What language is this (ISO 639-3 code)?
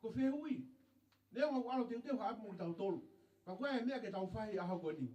ton